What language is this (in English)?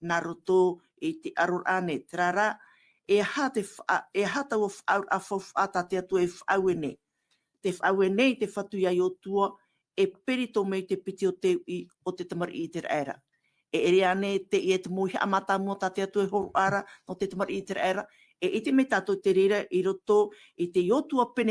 Tahitian